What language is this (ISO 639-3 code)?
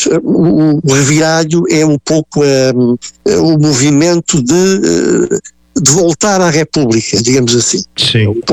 por